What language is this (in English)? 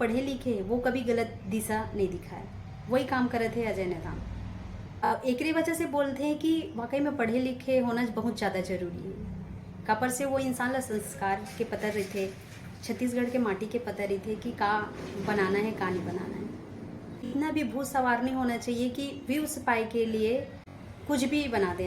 Chhattisgarhi